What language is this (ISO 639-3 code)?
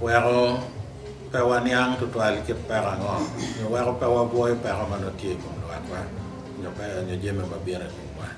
ach